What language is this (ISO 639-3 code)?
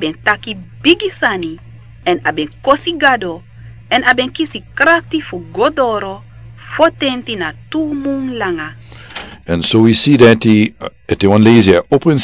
srn